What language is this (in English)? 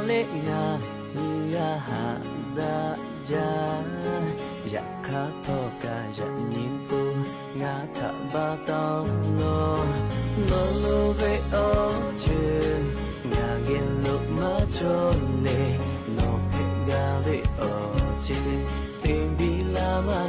Lahu